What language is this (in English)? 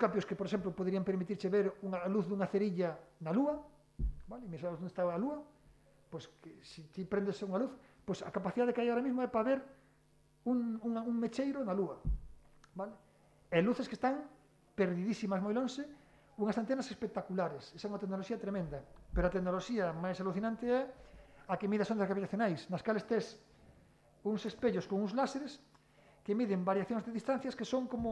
Galician